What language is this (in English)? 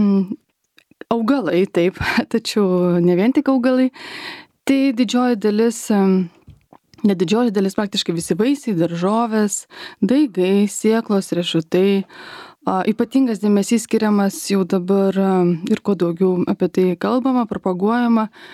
Lithuanian